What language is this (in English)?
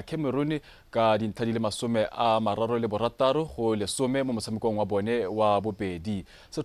Tswana